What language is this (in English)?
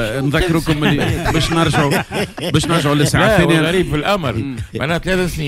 Tunisian Arabic